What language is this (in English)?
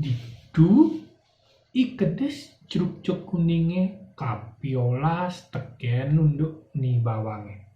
Balinese